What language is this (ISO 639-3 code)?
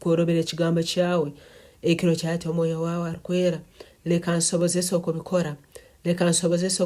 nyn